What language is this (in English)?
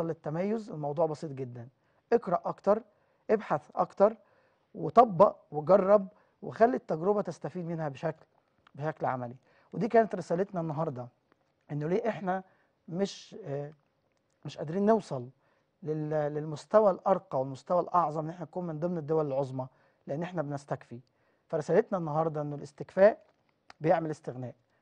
Egyptian Arabic